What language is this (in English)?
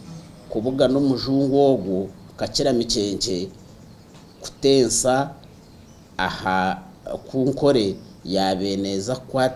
Nyankole